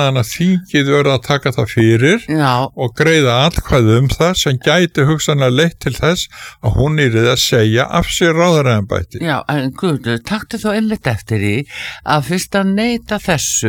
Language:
Icelandic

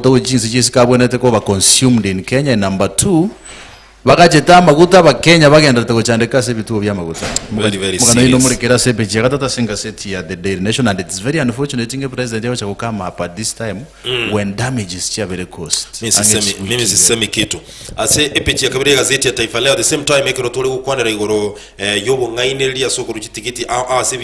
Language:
Gusii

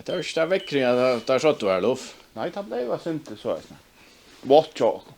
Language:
Faroese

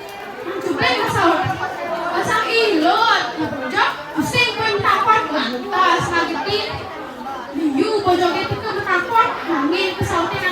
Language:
Balinese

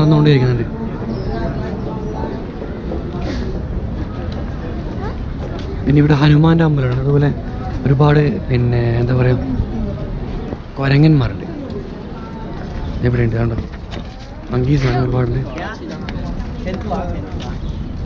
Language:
Malayalam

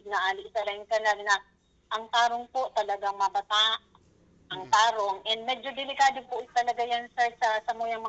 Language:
Bikol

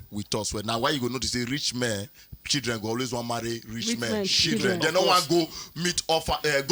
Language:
Nigerian Pidgin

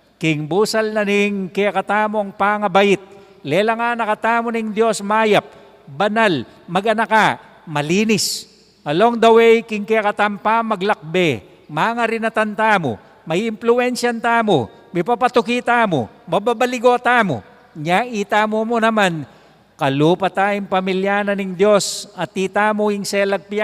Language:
Pampanga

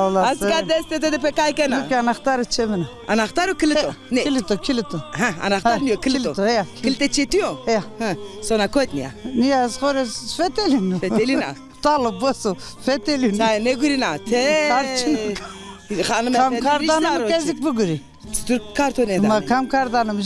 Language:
Zaza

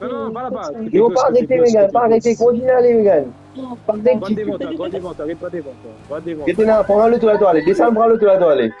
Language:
Morisyen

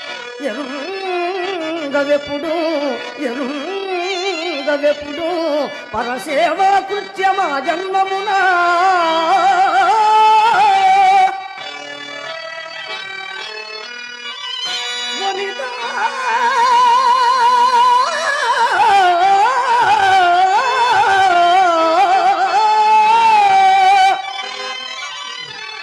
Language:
Telugu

